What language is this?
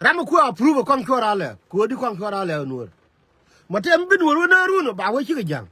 Nuer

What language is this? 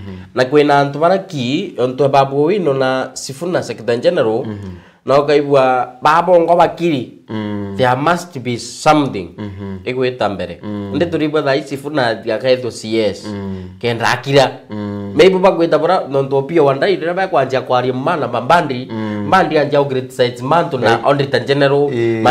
Meru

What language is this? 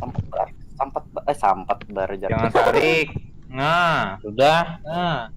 Banjar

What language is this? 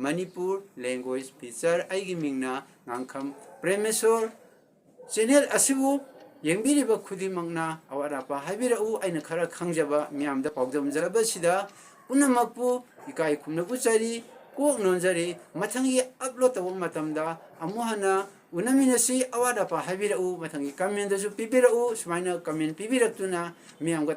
Manipuri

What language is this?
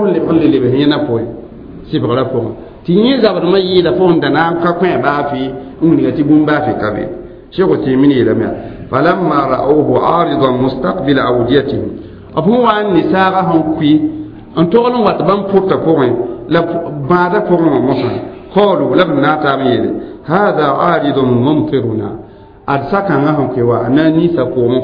Mossi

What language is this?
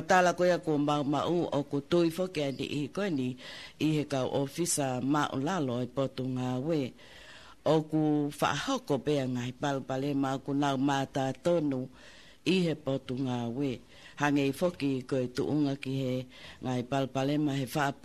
Tongan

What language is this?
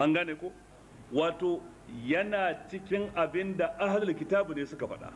Hausa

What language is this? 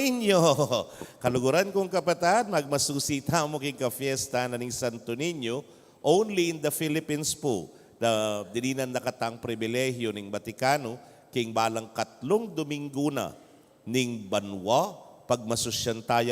Pampanga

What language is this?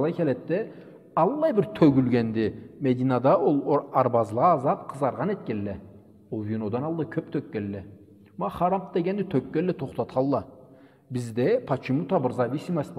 Karachay-Balkar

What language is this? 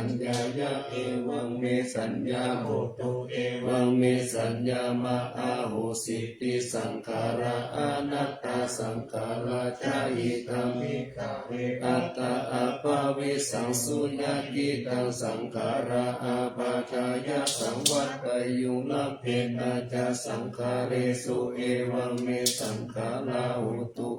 Pali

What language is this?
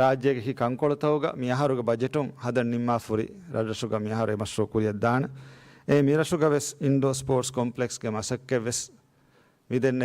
Divehi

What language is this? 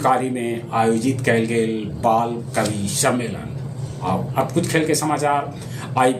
Magahi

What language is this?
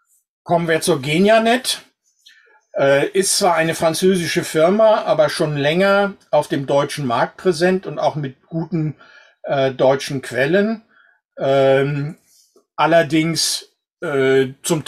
German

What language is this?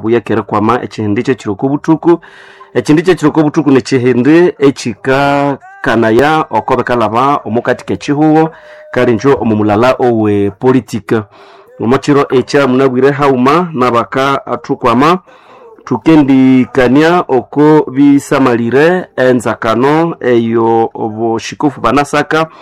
Nande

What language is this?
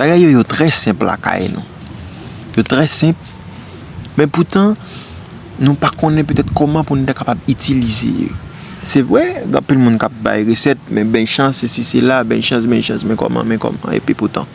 Haitian Creole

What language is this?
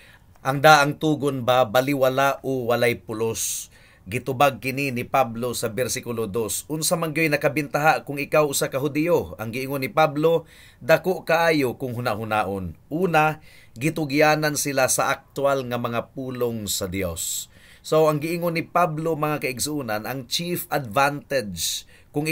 Cebuano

